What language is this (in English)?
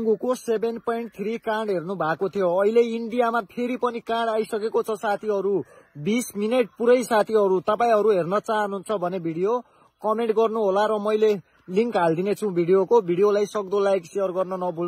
Nepali